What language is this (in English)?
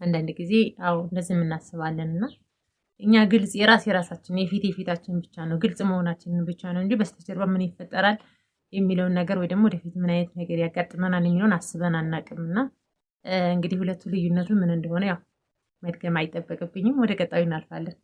Amharic